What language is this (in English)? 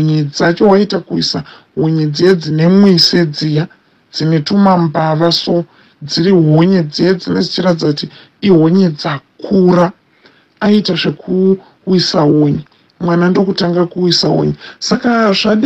Shona